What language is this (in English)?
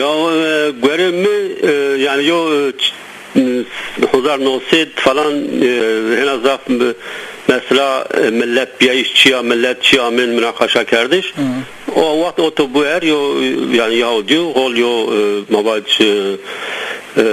Zaza